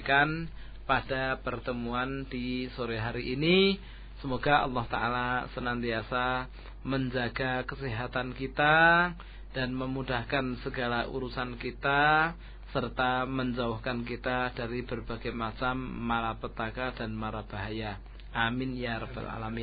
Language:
Indonesian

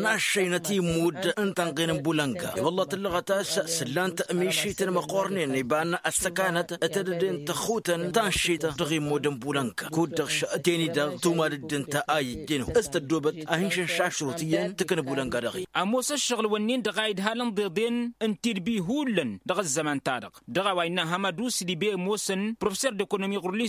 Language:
Tamasheq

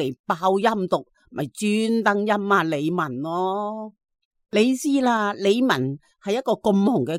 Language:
Cantonese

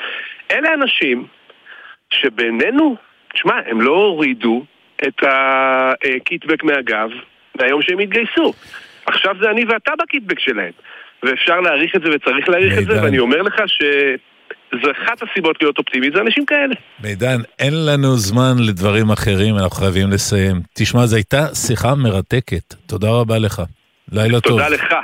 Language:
Hebrew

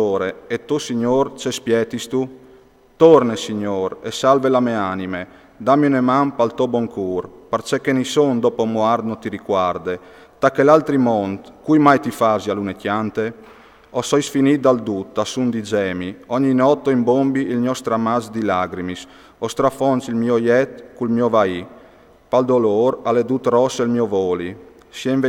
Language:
Friulian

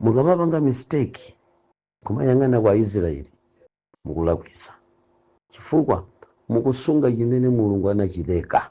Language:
Nyanja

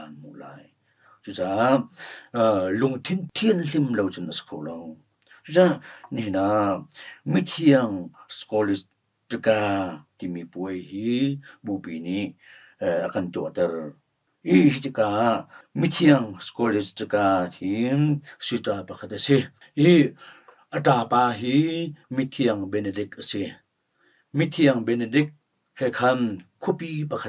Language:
Hakha Chin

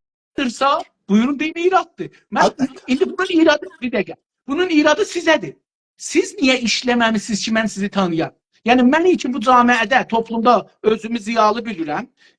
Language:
South Azerbaijani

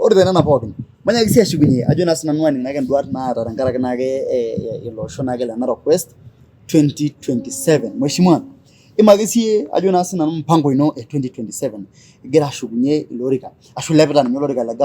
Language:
Masai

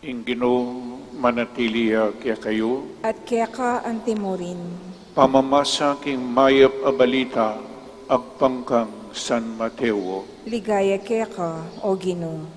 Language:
Pampanga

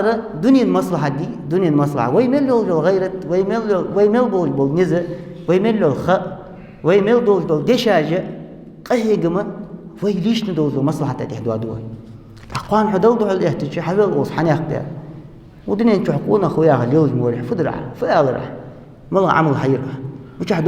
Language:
Ingush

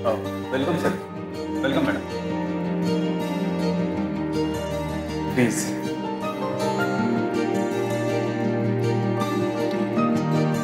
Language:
Marathi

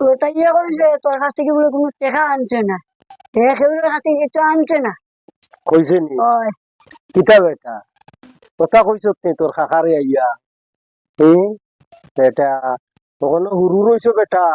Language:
Sylheti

